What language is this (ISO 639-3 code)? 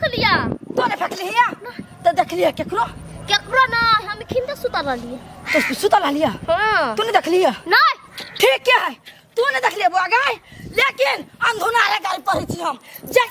mai